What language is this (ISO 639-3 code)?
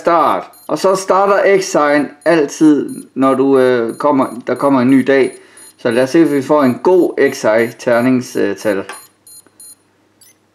dan